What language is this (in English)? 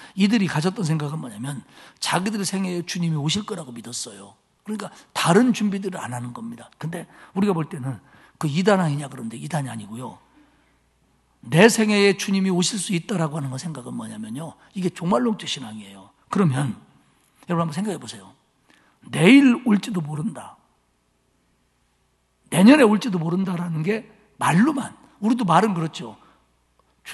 Korean